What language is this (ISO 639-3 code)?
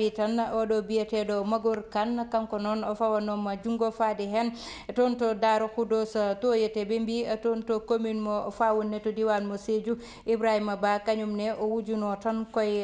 ful